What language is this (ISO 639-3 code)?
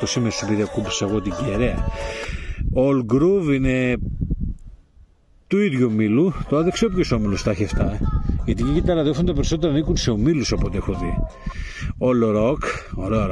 ell